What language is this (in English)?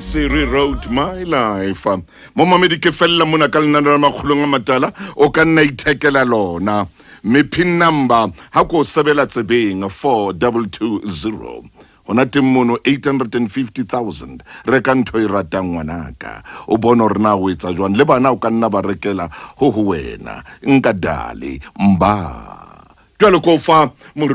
Southern Sotho